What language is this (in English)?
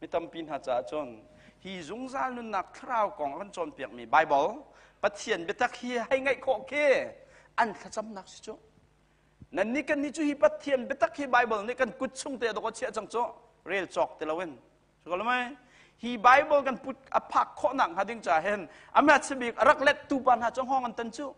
Hakha Chin